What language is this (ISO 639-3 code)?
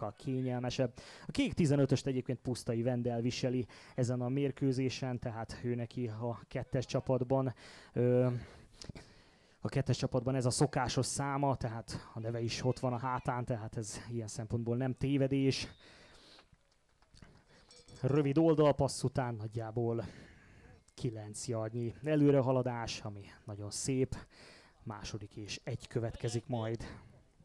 hun